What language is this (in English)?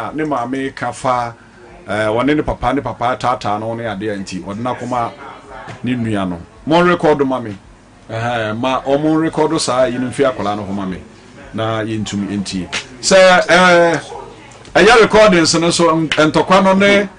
Akan